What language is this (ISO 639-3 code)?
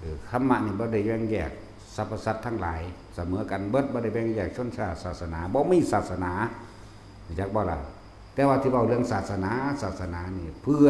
tts